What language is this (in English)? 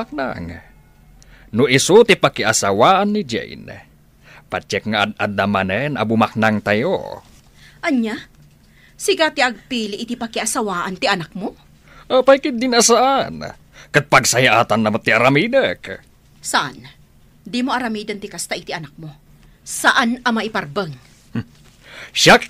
Iloko